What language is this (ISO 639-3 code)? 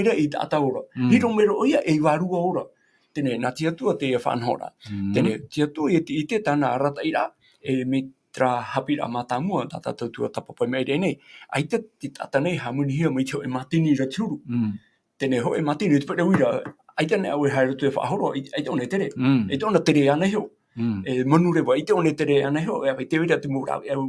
tah